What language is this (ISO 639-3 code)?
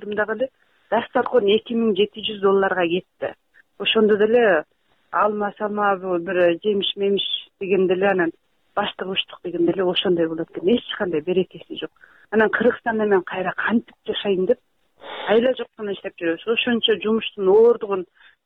kir